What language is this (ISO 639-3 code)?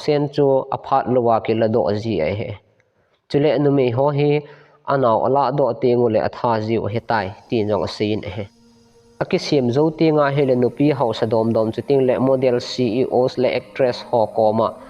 tcz